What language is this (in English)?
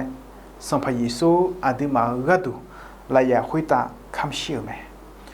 Akha